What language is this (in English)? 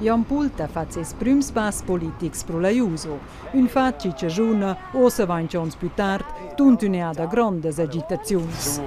Romansh